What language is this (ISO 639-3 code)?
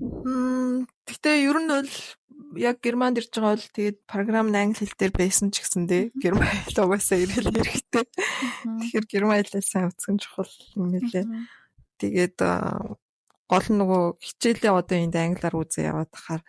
mon